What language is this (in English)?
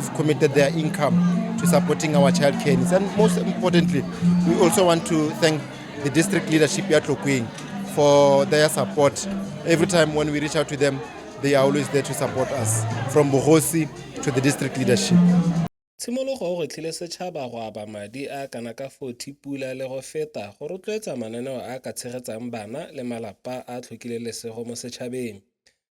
Tswana